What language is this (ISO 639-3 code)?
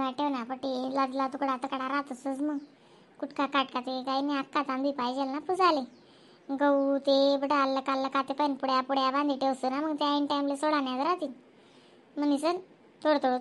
khn